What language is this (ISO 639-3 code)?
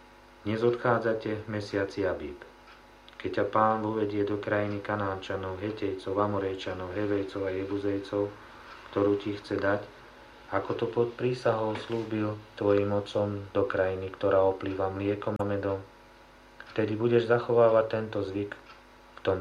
slk